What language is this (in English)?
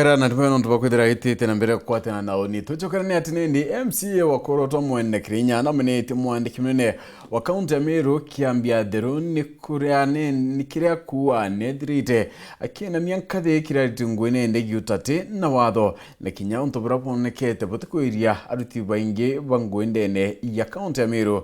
Meru